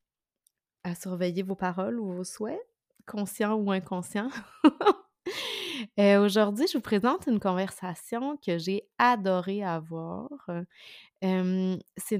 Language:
French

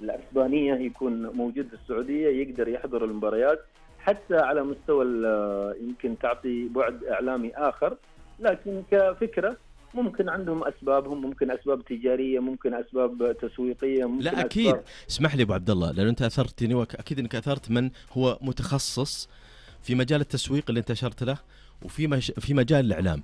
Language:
Najdi Arabic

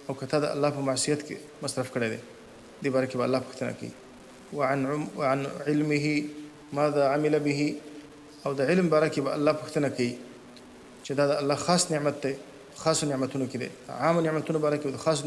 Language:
Pashto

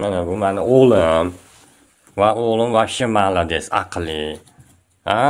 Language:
Uzbek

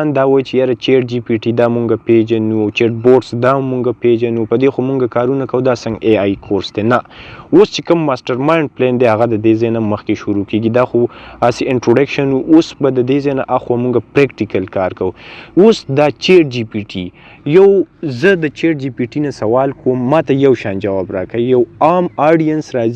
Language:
Pashto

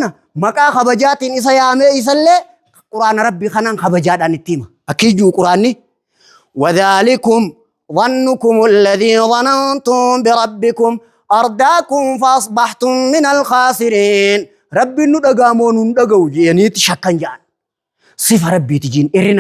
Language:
Oromo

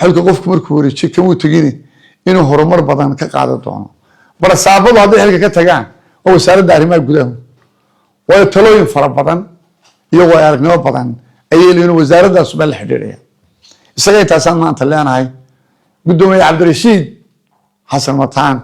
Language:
Somali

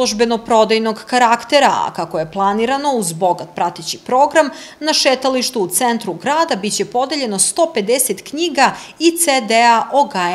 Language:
Serbian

